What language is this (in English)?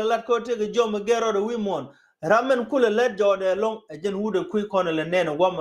Nuer